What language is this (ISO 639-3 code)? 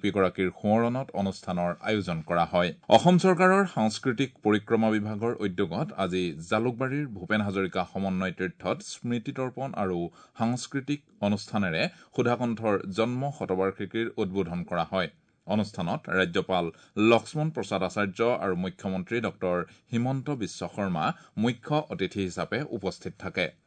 asm